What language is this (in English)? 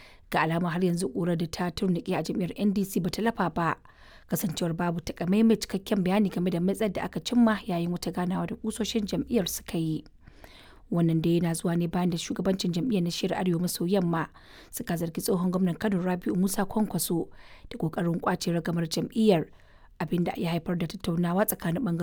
Hausa